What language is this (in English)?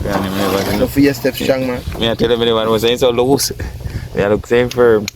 Jamaican Creole English